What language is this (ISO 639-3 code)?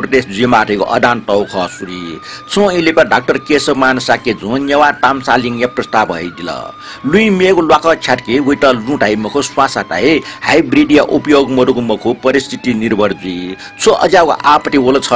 new